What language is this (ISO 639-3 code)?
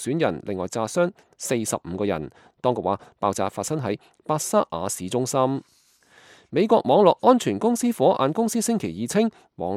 yue